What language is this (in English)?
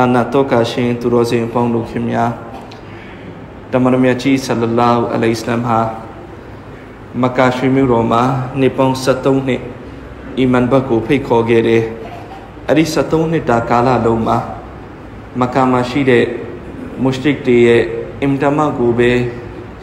Burmese